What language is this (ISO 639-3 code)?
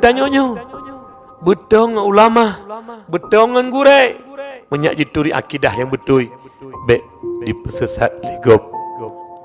ace